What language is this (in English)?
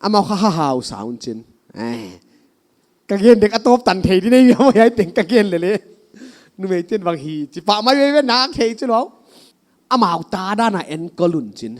Paite Chin